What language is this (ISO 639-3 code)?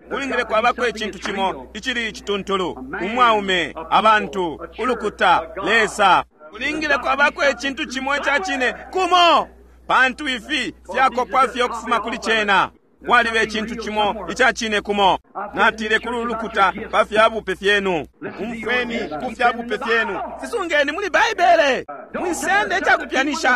bem